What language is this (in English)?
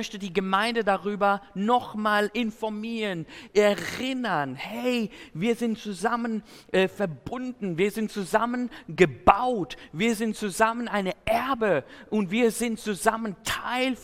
German